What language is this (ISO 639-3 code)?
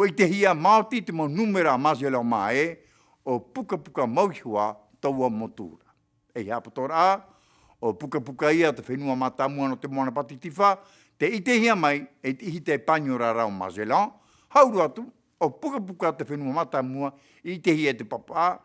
tah